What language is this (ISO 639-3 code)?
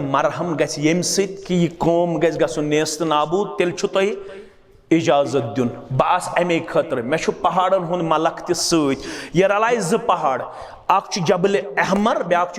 kas